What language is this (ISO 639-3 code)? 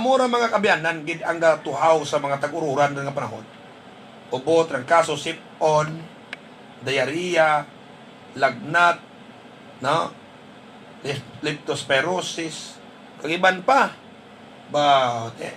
hil